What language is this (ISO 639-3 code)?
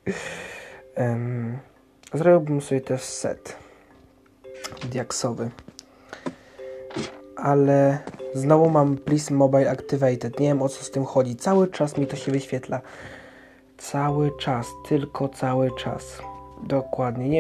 pol